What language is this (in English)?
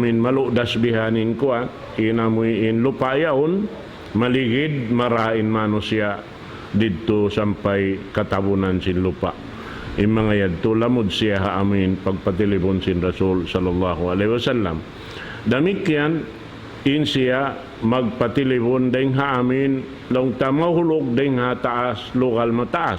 Tausug